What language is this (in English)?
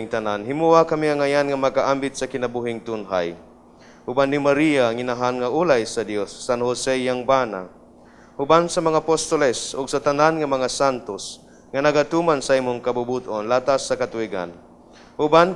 Cebuano